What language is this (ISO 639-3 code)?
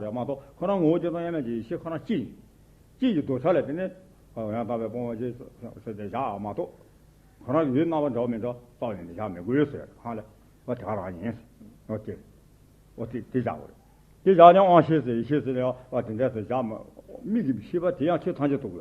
bod